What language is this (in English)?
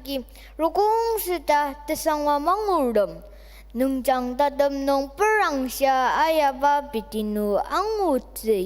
Ao Naga